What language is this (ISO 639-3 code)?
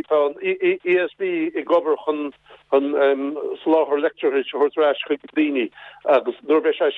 gle